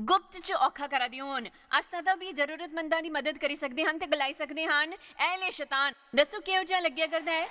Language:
Dogri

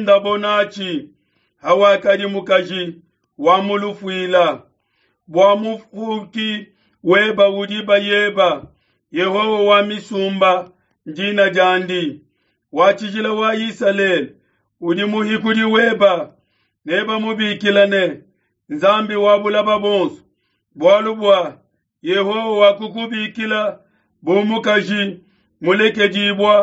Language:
Luba-Lulua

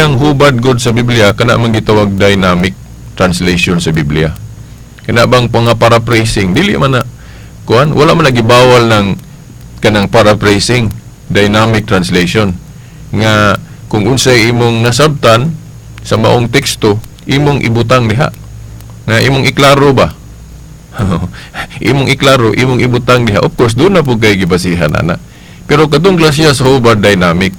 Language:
Cebuano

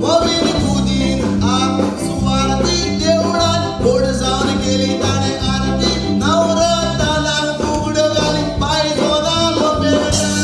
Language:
Konkani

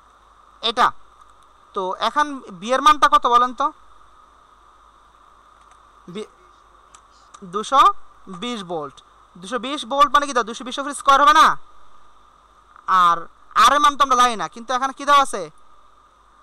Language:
Bangla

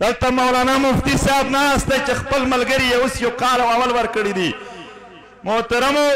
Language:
Pashto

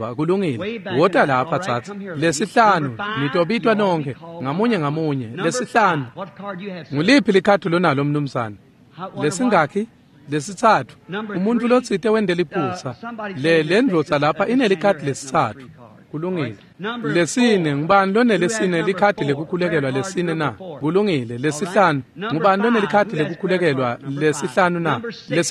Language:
Swati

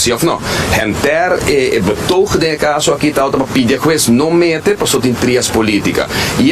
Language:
Papiamento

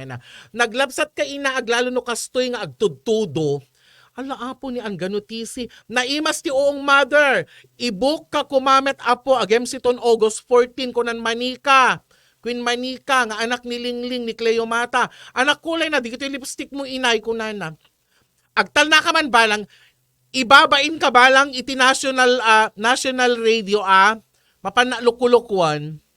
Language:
Iloko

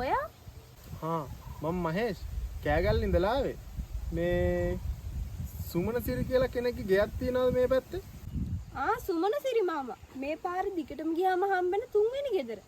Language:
Sinhala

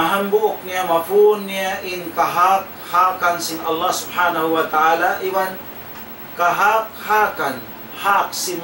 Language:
Tausug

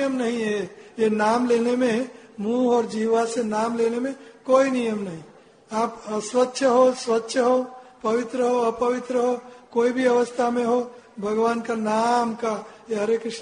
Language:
Hindi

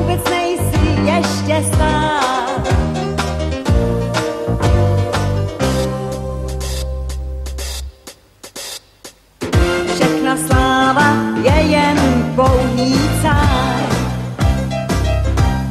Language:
Czech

